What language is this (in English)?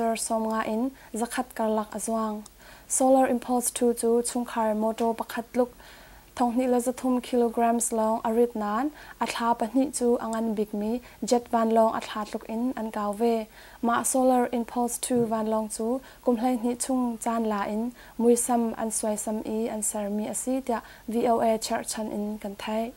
Hakha Chin